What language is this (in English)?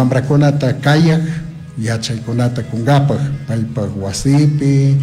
Chimborazo Highland Quichua